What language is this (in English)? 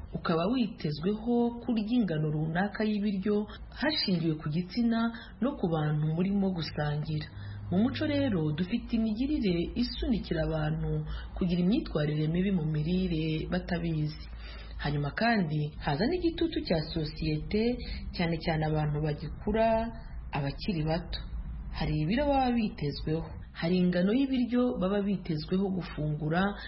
Kinyarwanda